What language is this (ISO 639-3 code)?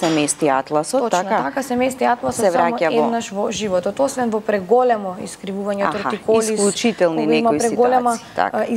mkd